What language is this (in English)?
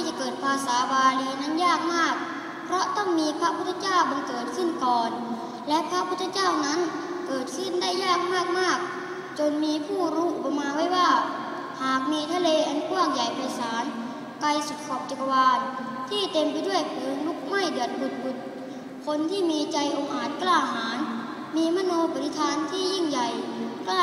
Thai